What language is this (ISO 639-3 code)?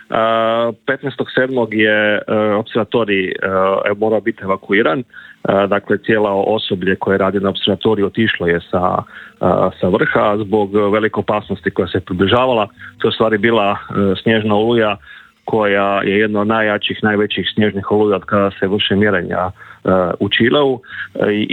hrv